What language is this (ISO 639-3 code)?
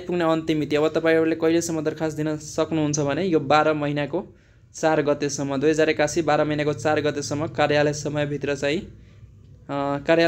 nep